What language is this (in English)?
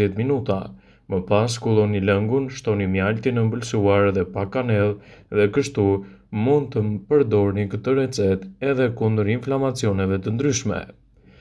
Albanian